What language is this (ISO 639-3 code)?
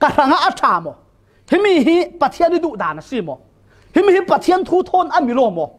cfm